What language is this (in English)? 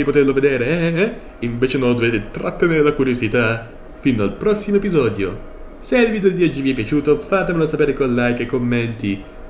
Italian